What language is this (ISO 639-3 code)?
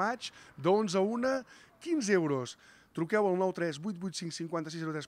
cat